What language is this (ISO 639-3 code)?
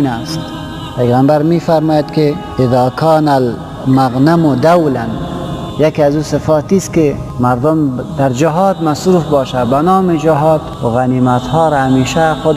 fas